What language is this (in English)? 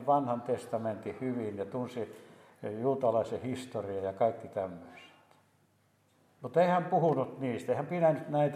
Finnish